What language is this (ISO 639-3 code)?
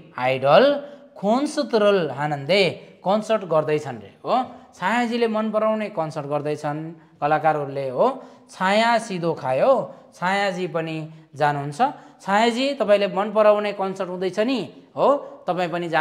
nep